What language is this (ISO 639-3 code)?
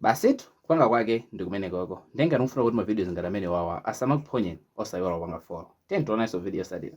nya